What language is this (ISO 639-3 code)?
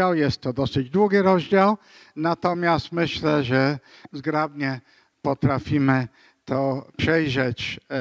pol